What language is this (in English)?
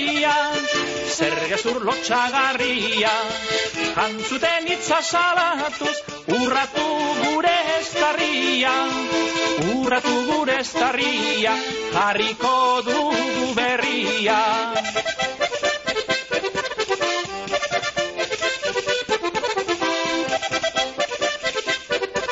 Basque